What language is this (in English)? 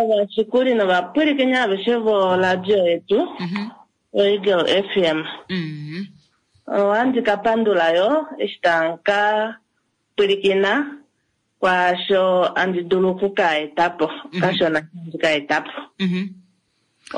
Kuanyama